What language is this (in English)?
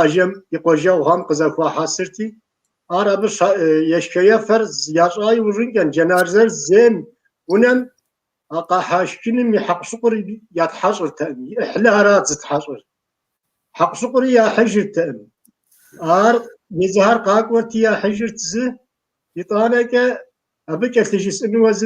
Kabardian